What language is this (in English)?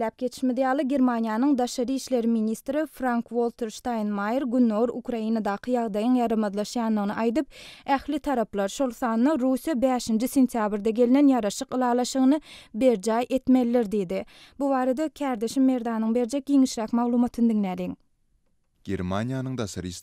Turkmen